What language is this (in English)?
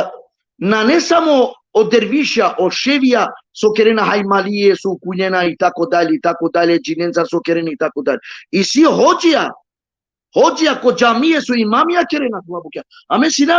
Balkan Romani